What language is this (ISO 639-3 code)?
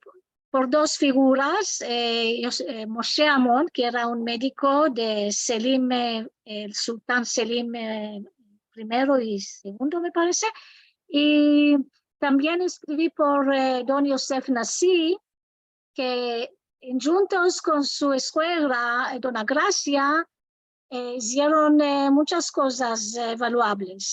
lad